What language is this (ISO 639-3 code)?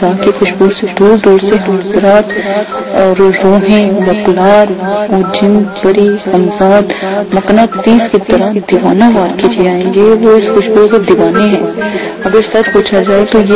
urd